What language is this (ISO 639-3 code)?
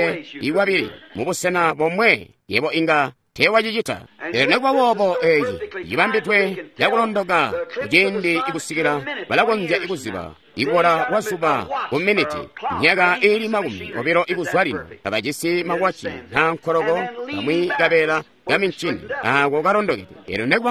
toi